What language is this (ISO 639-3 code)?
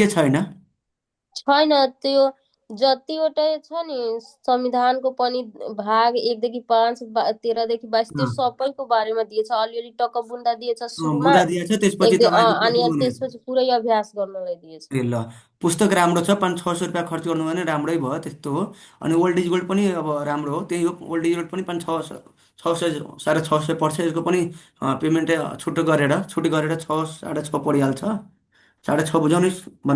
nep